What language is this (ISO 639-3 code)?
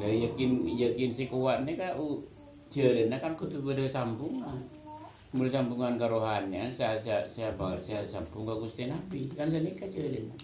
mad